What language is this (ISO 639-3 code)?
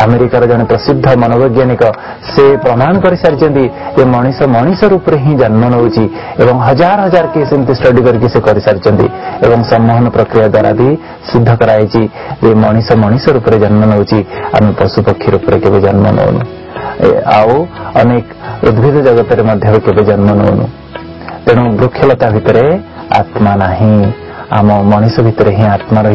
ori